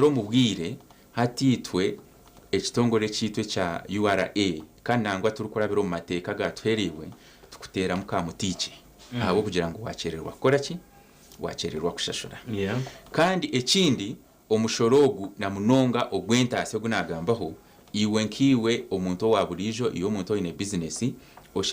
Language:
Nyankole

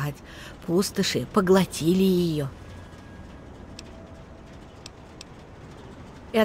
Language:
Russian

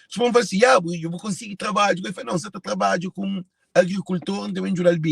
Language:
Kabuverdianu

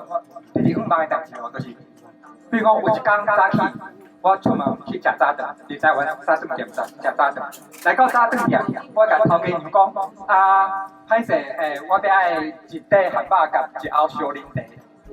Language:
Min Nan Chinese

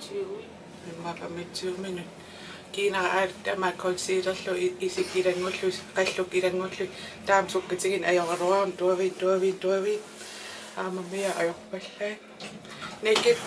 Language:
Kalaallisut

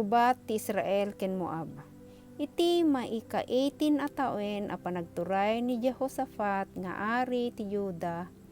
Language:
Iloko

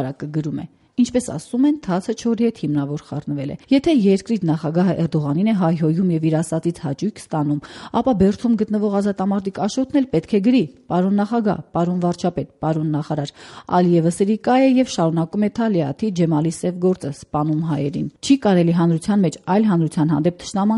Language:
Armenian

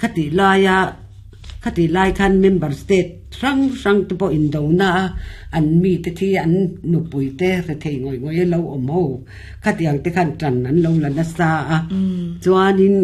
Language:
Mizo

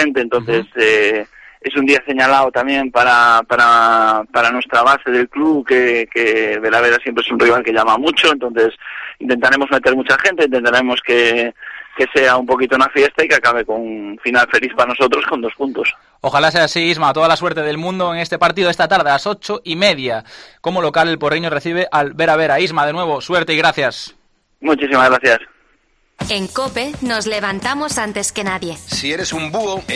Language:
Spanish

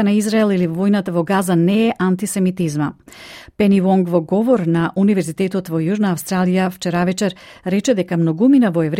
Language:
Macedonian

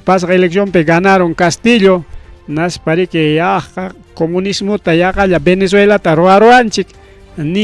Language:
Ayacucho Quechua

